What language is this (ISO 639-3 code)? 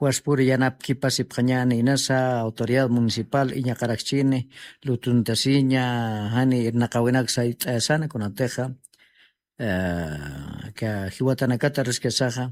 aym